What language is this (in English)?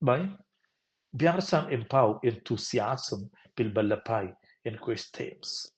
Romansh